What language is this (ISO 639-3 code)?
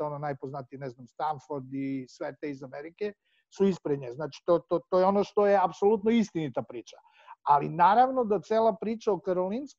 srp